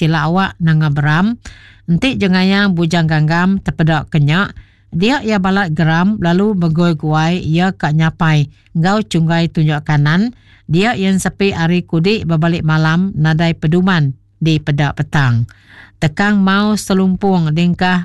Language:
Iban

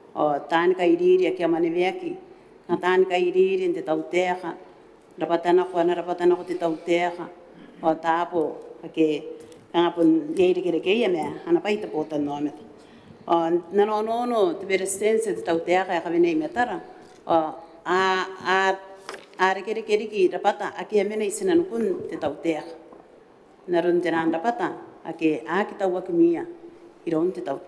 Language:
Gilbertese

